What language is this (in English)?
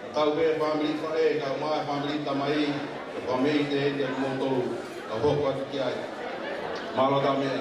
Tongan